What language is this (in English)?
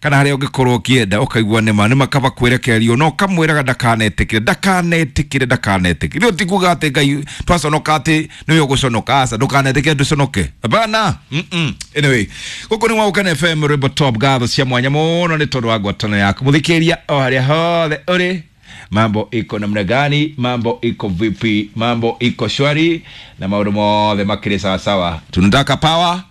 Kikuyu